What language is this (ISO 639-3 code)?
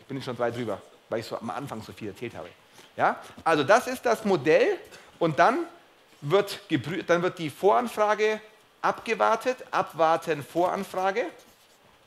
deu